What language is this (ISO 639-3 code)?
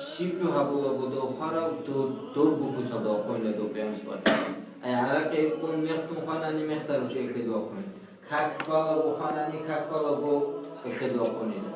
ava